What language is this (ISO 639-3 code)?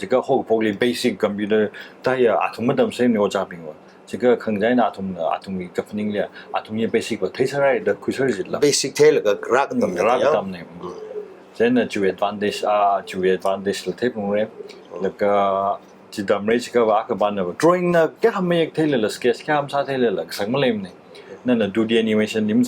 nmf